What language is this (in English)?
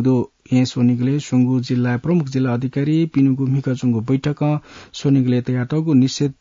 Newari